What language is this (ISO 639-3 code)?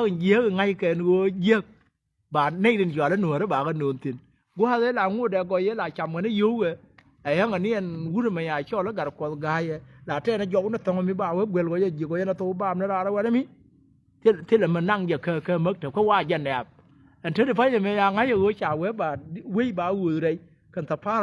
nus